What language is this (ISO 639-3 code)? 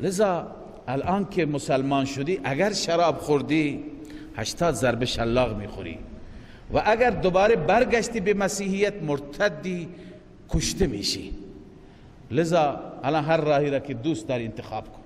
fas